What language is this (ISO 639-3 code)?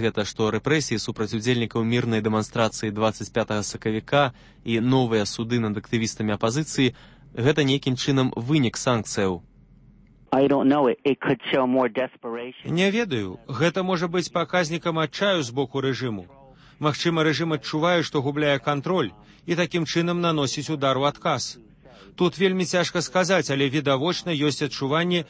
bel